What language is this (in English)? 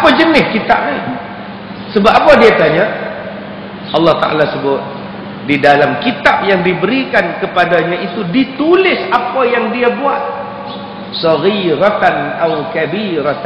Malay